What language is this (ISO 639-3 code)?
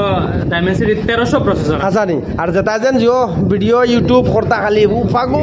syl